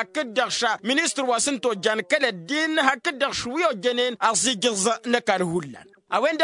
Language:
Tamasheq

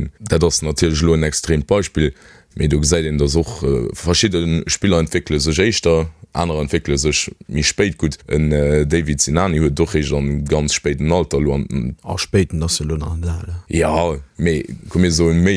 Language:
Luxembourgish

